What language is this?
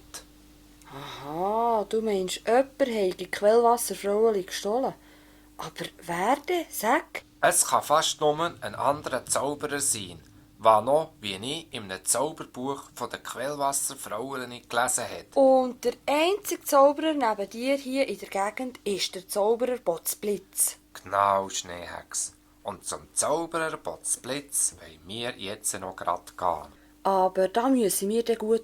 Swiss German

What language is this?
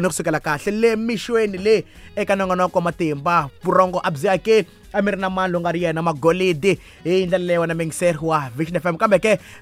Tsonga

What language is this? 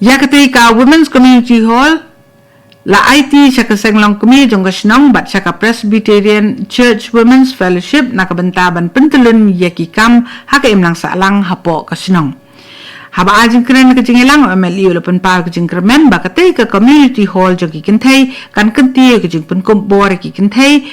Khasi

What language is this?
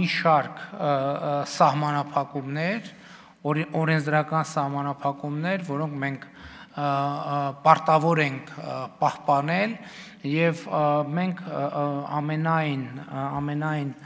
Armenian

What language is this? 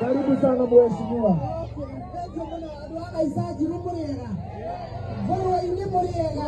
Kikuyu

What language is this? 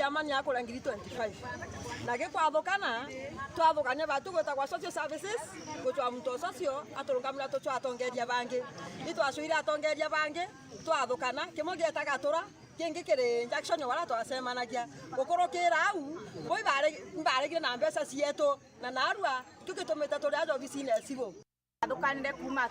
Meru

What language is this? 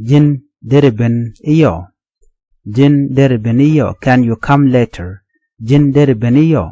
Nuer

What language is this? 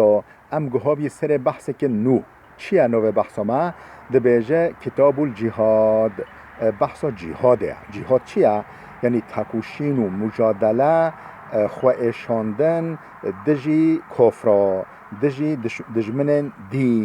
Kurdish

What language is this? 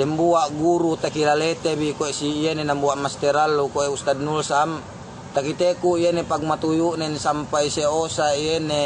Yakan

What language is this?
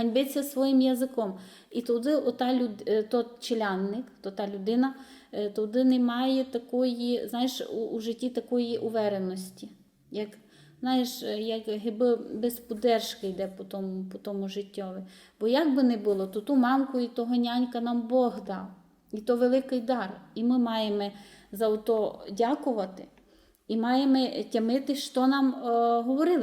Rusyn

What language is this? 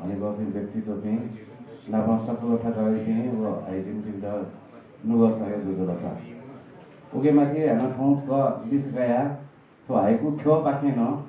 Newari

